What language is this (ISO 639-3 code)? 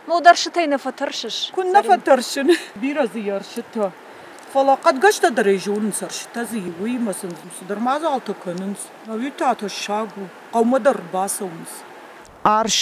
oss